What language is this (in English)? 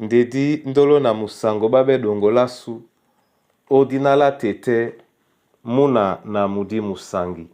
Duala